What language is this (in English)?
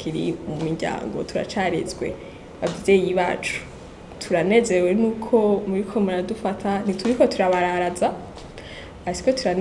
Rundi